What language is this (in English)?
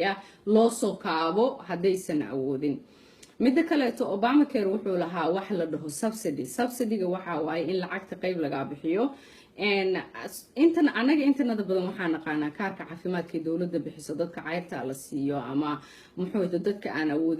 Somali